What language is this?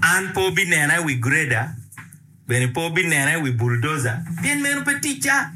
Acoli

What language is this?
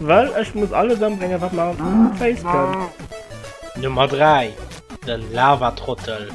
Luxembourgish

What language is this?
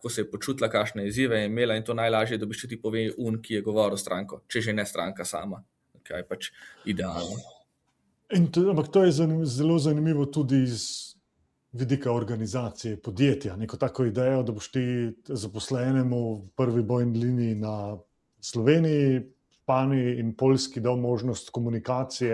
Slovenian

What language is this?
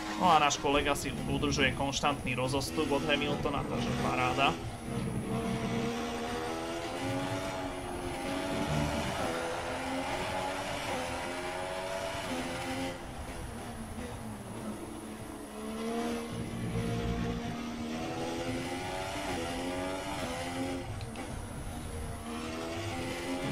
Slovak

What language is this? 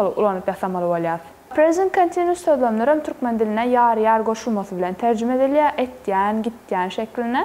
Turkmen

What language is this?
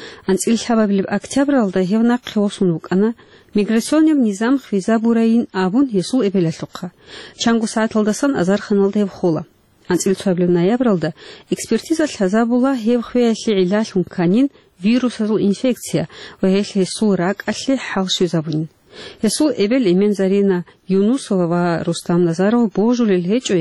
Avaric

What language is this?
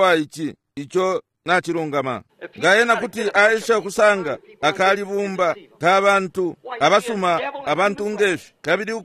Bemba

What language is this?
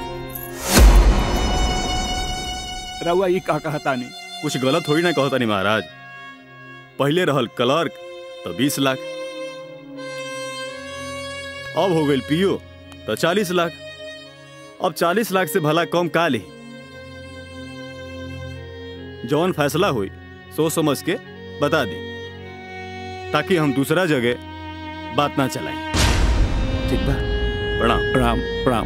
Bhojpuri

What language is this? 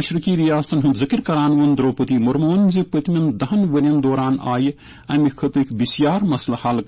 Kashmiri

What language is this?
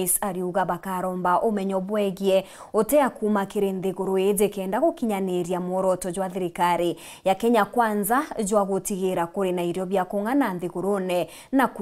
Meru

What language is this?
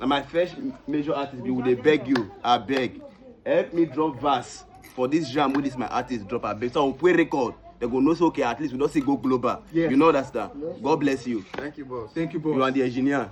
Nigerian Pidgin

